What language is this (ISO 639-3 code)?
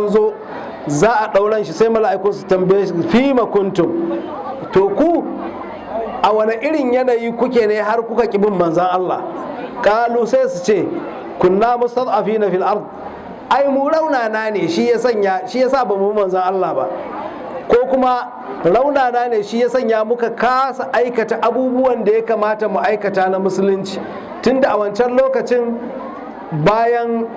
hau